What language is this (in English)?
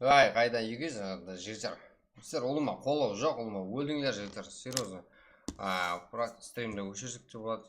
Kara-Kalpak